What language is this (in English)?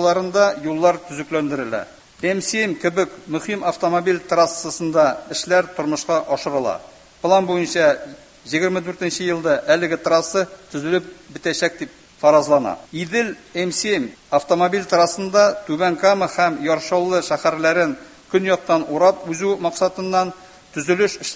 Tatar